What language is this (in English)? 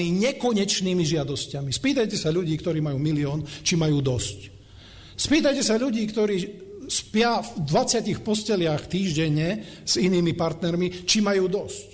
Slovak